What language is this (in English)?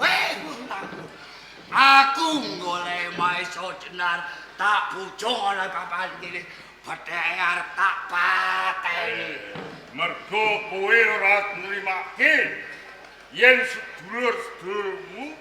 Javanese